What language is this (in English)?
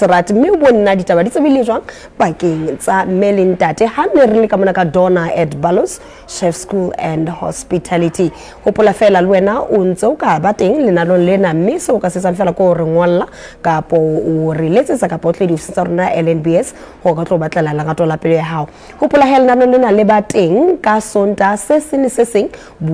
Southern Sotho